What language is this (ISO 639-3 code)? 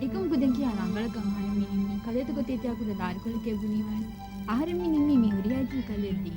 div